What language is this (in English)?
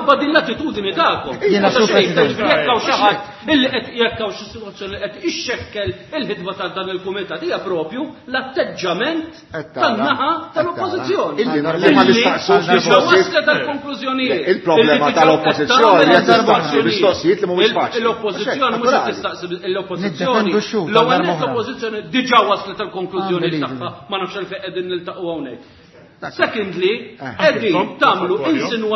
Maltese